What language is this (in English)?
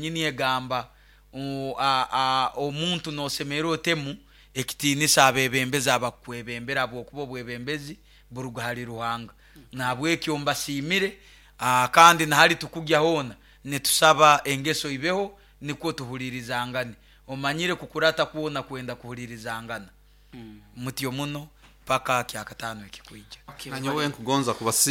Nyoro